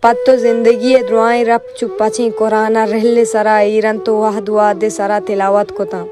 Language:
Baluchi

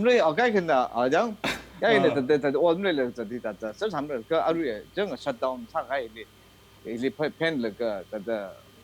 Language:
Tangkhul Naga (India)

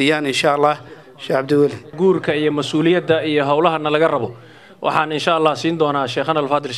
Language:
Somali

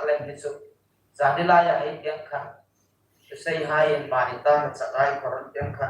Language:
Hmar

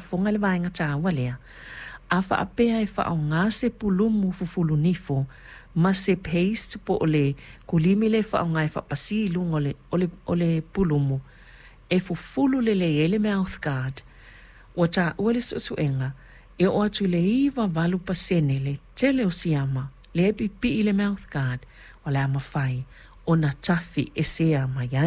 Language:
Samoan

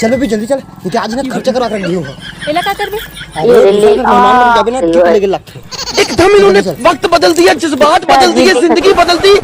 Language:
Chhattisgarhi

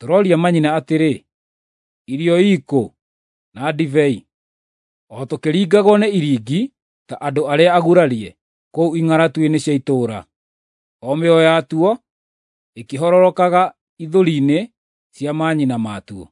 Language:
Kikuyu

